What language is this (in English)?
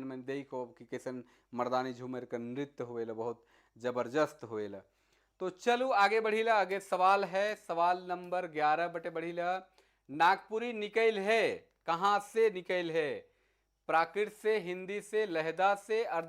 Sadri